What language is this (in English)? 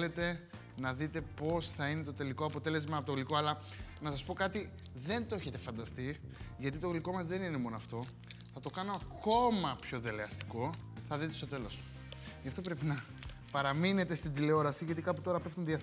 Greek